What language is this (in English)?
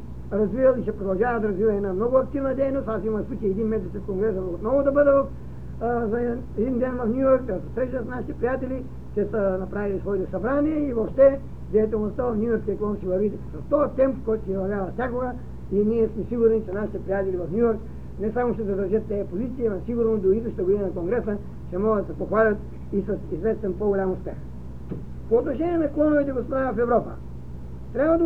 Bulgarian